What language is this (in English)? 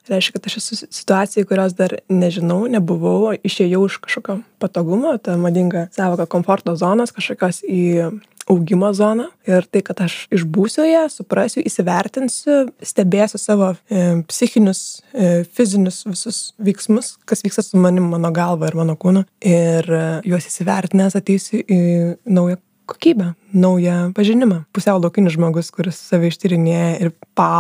Lithuanian